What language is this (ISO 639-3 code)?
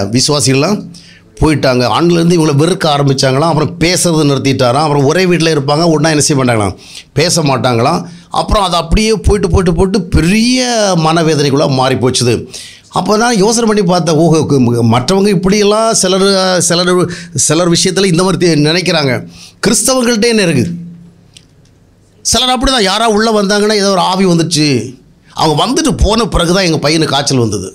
tam